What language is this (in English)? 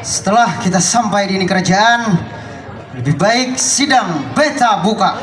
Banjar